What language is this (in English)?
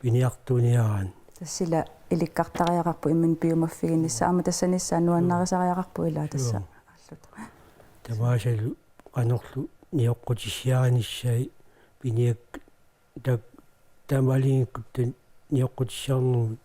Kalaallisut